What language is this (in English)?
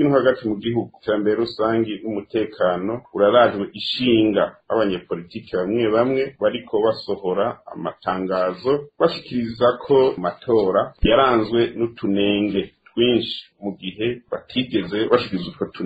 Rundi